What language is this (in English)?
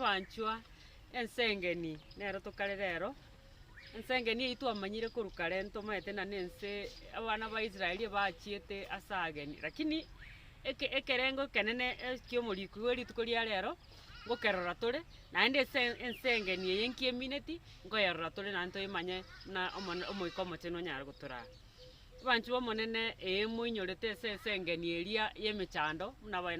Gusii